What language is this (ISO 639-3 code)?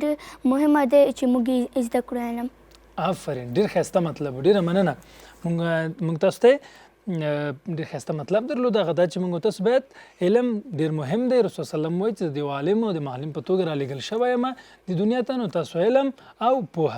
pus